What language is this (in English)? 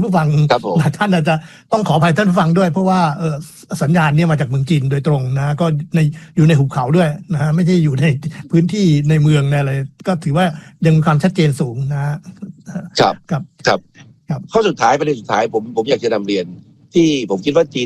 Thai